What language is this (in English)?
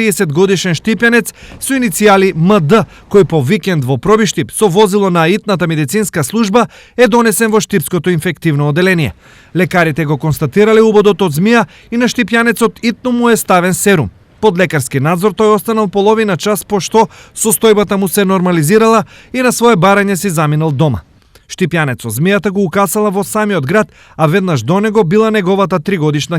Macedonian